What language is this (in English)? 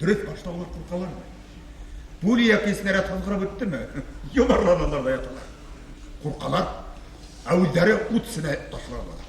Bashkir